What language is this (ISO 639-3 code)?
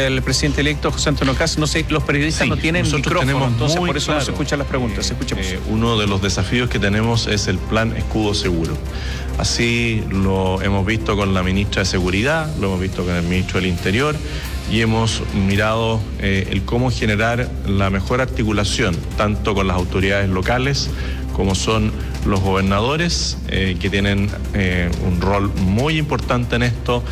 spa